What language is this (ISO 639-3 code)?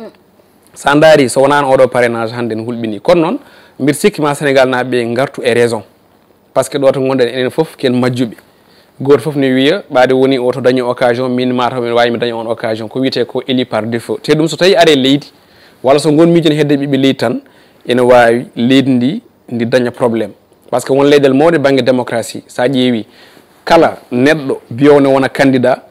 ful